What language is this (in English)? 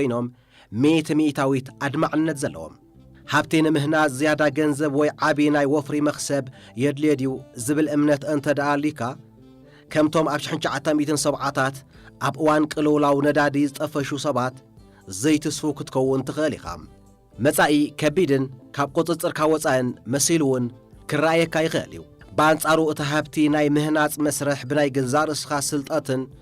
Tigrinya